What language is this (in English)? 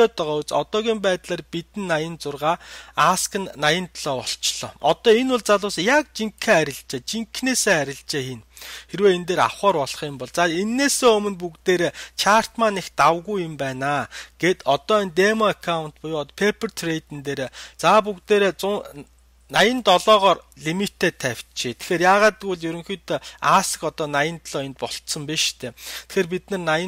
Mongolian